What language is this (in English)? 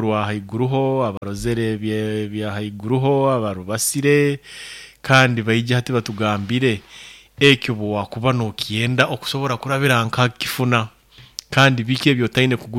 Nyoro